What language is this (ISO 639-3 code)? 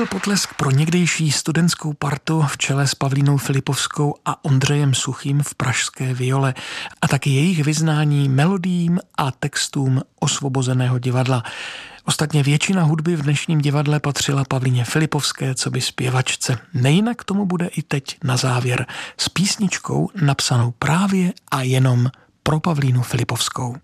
ces